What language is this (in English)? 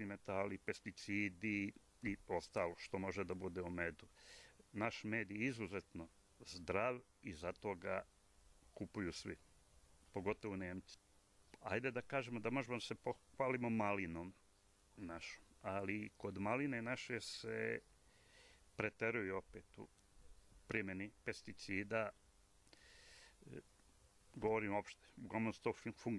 Serbian